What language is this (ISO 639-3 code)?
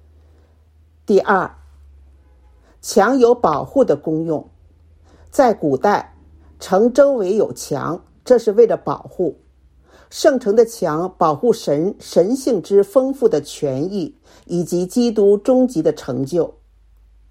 zho